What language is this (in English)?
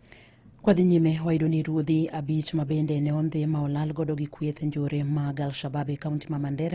Luo (Kenya and Tanzania)